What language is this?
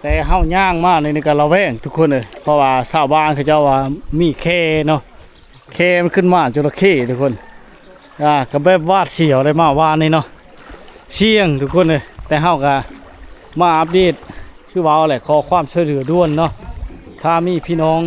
Lao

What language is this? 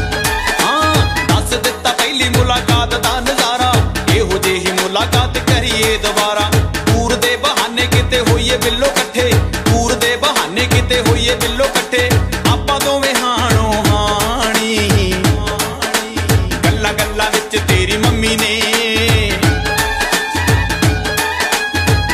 Punjabi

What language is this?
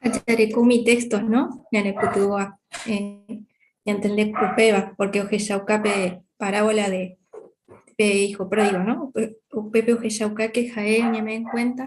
Guarani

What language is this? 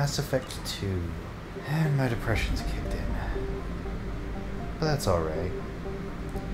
English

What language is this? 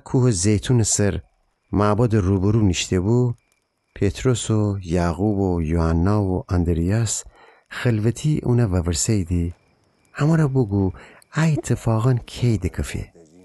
Gilaki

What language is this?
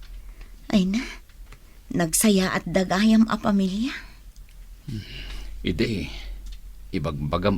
Iloko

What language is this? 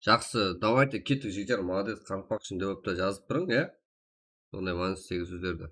Kara-Kalpak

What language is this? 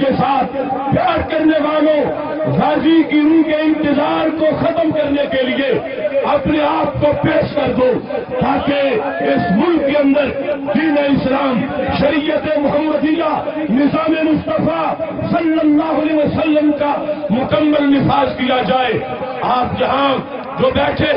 Urdu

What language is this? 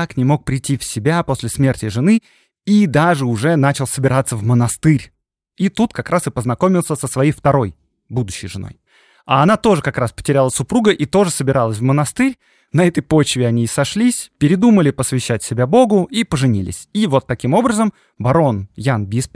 Russian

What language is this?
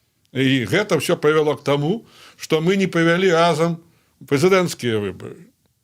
Belarusian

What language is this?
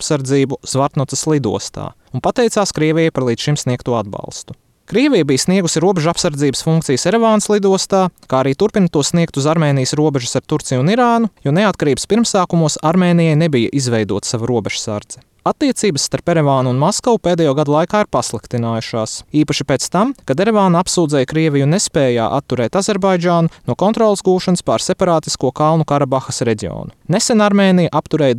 Latvian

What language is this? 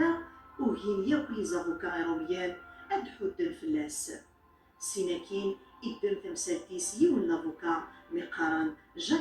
Kabyle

